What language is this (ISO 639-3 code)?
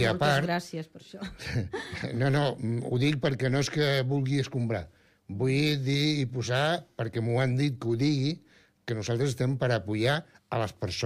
cat